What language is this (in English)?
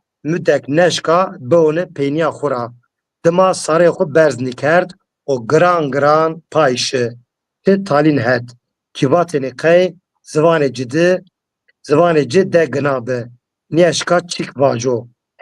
Zaza